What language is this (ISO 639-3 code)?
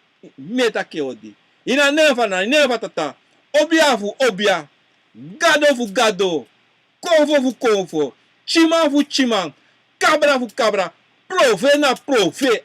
srn